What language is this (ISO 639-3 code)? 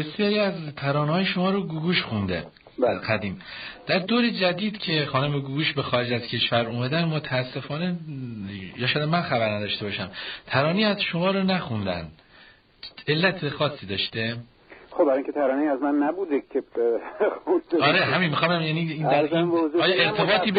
fas